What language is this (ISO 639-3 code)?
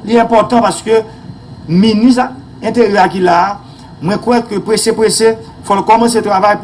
hat